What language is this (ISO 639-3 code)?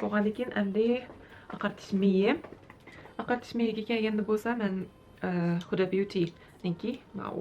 uig